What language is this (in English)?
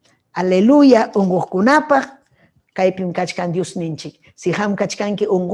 Ayacucho Quechua